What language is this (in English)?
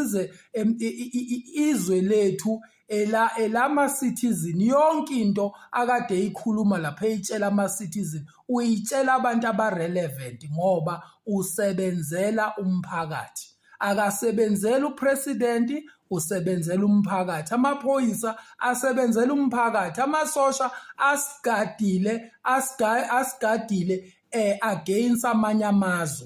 Zulu